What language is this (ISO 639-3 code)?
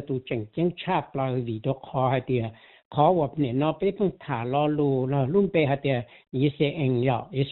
hmn